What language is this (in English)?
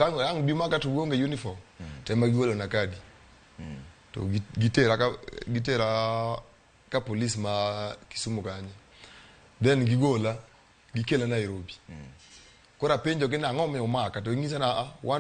Luo (Kenya and Tanzania)